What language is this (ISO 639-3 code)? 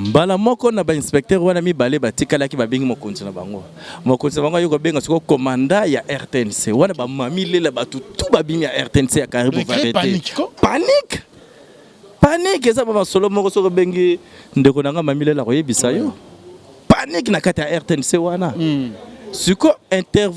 lin